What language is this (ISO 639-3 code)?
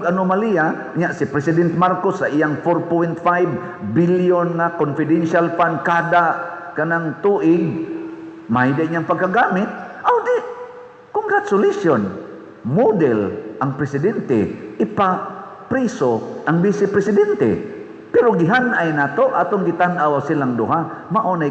ceb